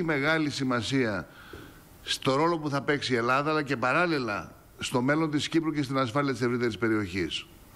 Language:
Greek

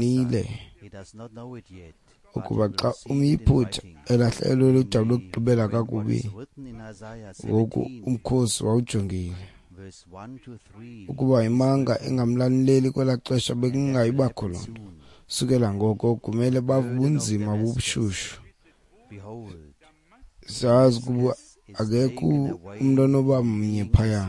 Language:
Xhosa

